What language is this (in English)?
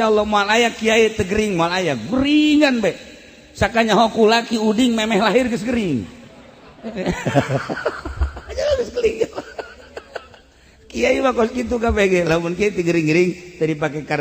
Sundanese